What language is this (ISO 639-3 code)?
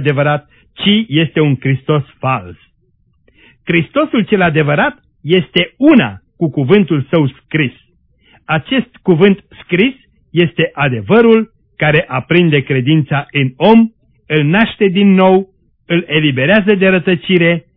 ron